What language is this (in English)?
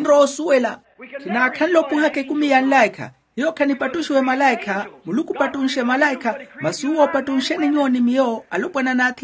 Makhuwa